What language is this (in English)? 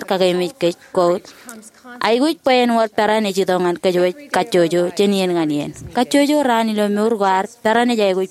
Marshallese